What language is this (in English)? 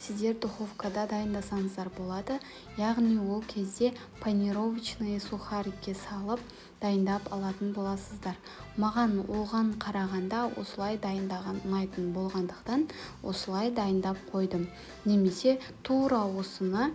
Kazakh